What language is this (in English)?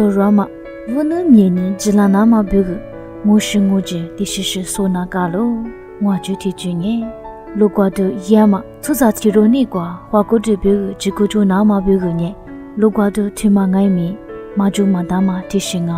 Lisu